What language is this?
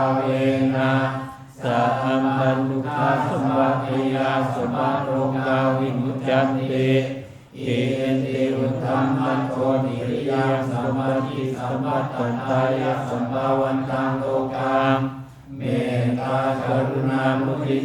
Pali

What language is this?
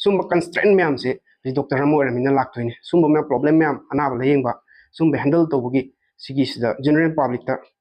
Manipuri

